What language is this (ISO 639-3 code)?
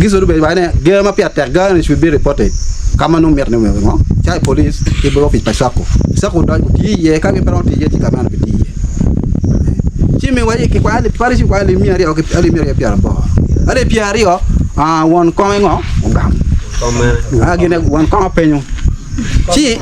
ach